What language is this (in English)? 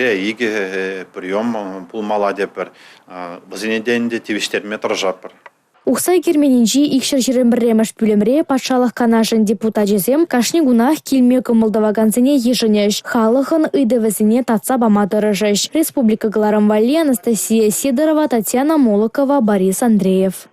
Chuvash